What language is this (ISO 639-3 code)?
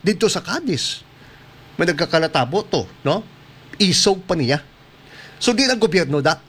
hil